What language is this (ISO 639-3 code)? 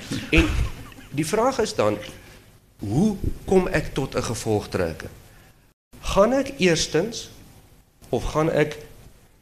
afr